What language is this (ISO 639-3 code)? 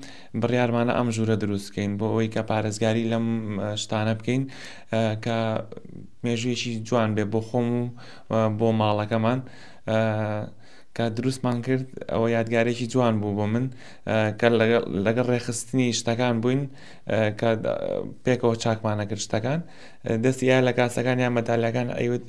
ckb